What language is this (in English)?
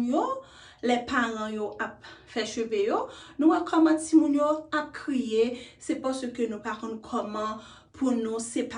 Haitian Creole